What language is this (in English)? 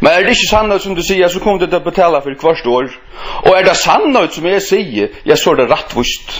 Faroese